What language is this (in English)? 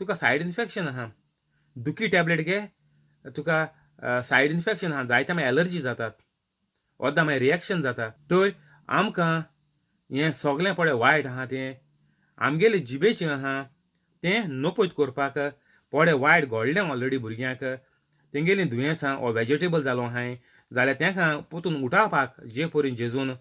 Konkani